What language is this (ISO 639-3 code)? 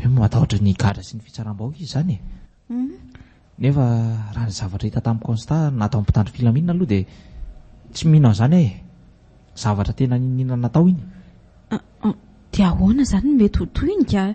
mlg